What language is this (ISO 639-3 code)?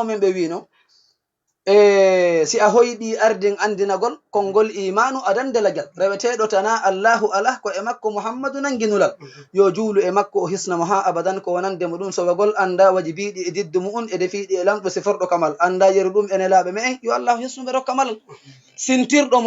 ful